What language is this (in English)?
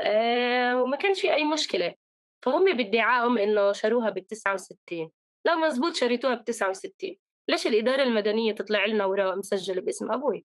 North Levantine Arabic